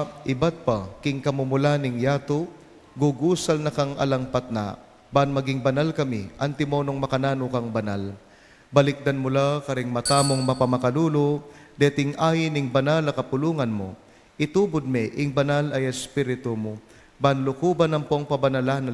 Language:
Pampanga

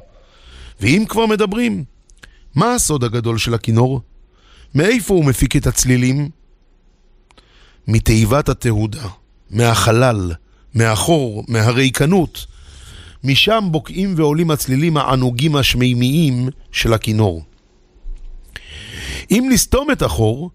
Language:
Hebrew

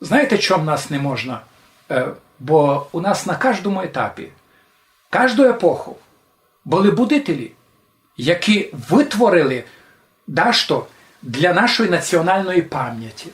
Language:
Rusyn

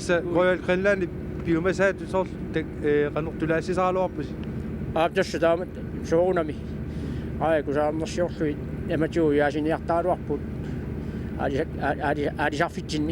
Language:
Kalaallisut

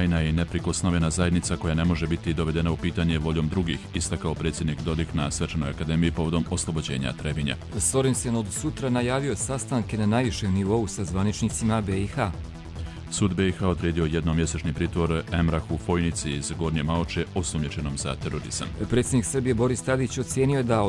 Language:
Croatian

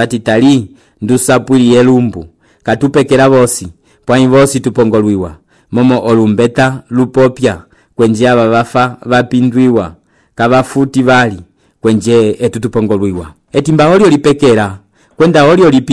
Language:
Umbundu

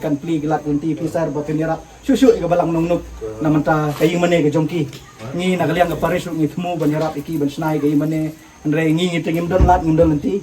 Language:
Khasi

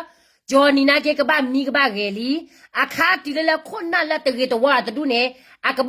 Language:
S'gaw Karen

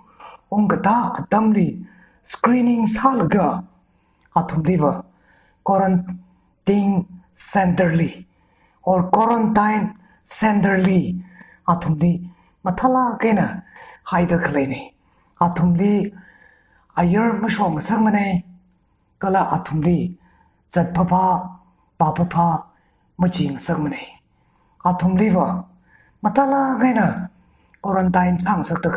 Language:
Tangkhul Naga (India)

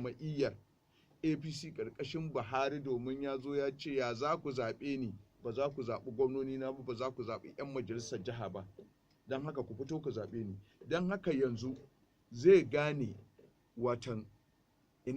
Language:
Hausa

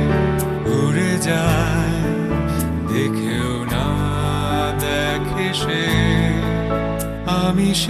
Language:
Bangla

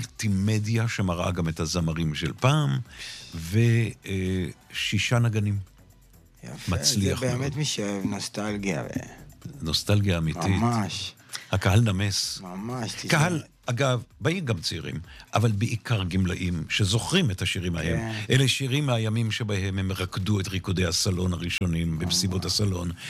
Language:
Hebrew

